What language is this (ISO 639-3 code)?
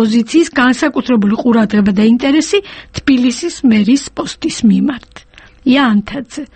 kat